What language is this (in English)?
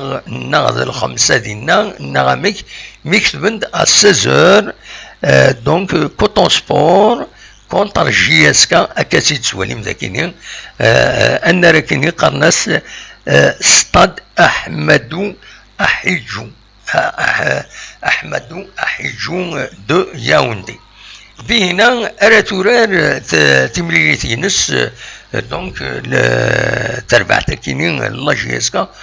Kabyle